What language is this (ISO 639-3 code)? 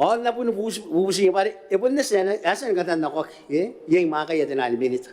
gil